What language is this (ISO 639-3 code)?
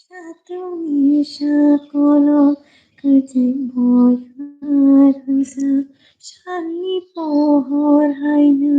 trp